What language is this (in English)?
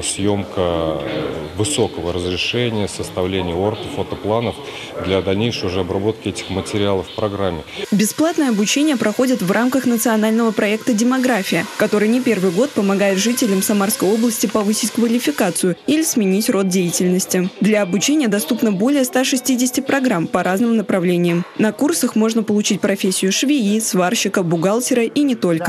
Russian